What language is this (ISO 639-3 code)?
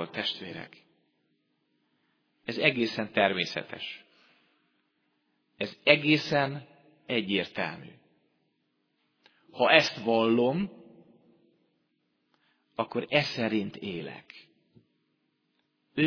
hun